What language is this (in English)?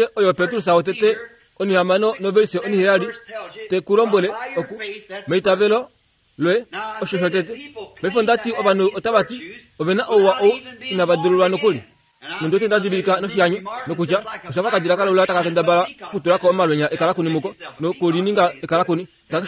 Kuanyama